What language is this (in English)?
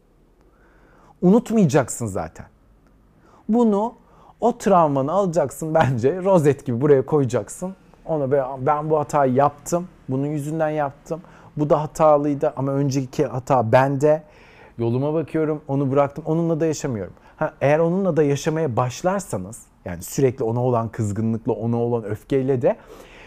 Turkish